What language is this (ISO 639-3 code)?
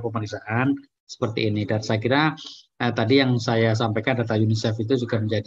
ind